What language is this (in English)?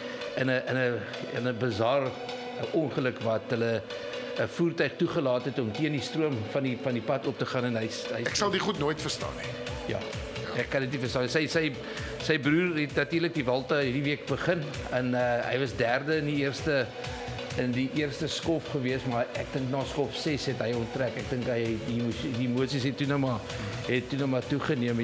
Afrikaans